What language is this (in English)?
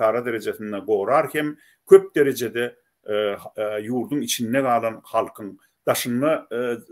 Turkmen